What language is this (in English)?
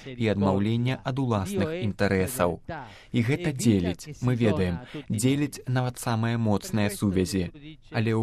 Belarusian